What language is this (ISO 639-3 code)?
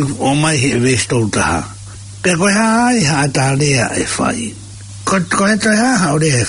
ton